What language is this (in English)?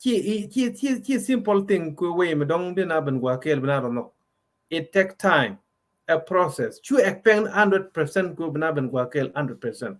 Nuer